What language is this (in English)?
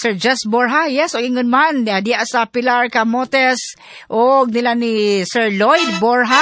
Cebuano